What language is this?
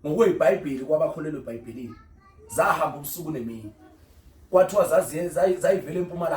Zulu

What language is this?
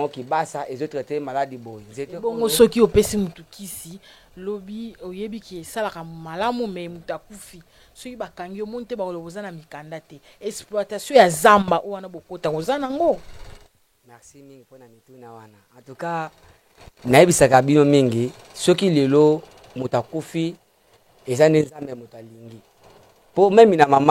Lingala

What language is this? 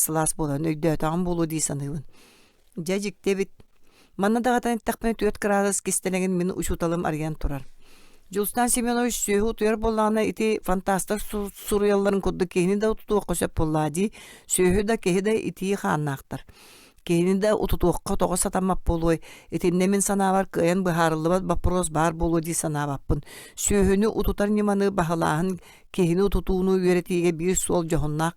Yakut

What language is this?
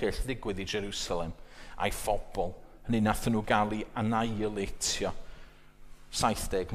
Welsh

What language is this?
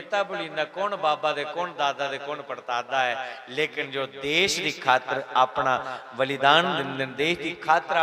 Dogri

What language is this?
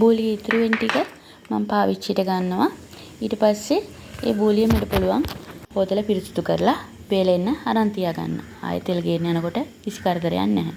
Sinhala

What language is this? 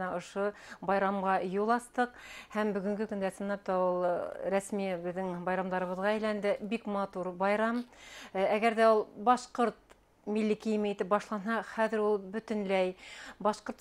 Bashkir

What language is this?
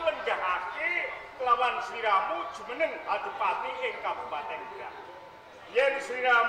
Javanese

